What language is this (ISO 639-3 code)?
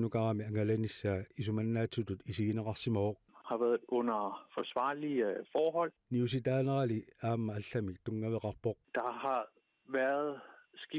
kal